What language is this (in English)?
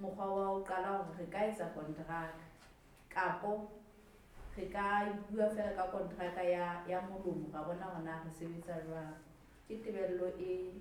Southern Sotho